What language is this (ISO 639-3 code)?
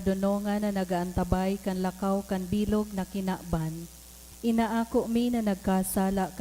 bik